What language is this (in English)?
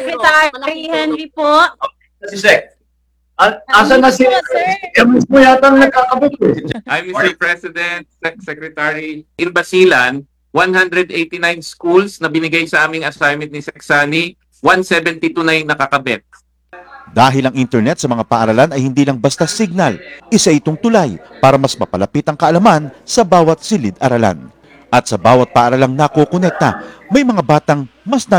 Filipino